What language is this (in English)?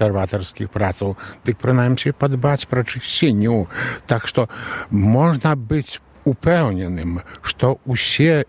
Belarusian